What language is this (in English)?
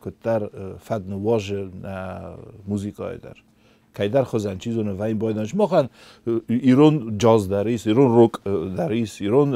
Ossetic